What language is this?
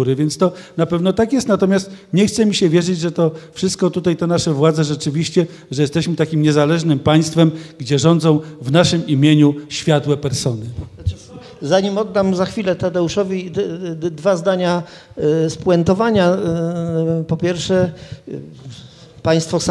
Polish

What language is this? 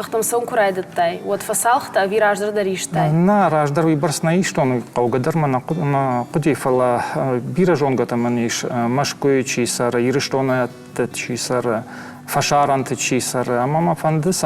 Ossetic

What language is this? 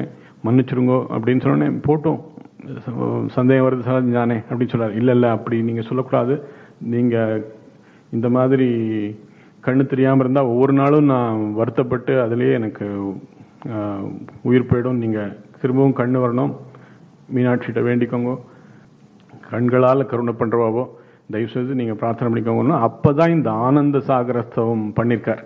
Tamil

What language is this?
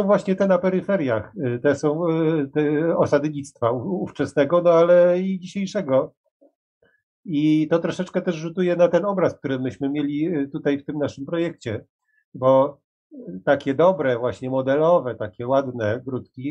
Polish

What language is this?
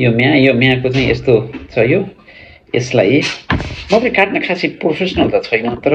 Nepali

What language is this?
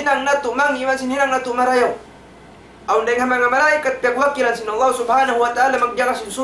Tausug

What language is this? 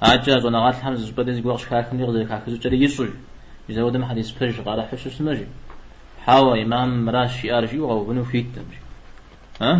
Kabardian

